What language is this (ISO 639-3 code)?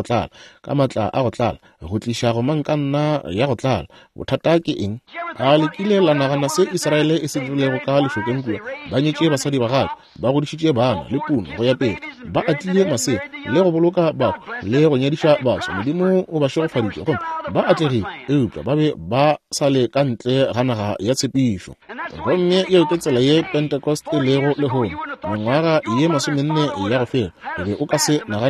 nso